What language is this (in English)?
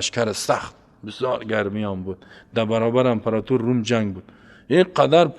Persian